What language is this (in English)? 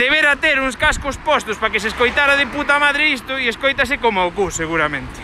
Galician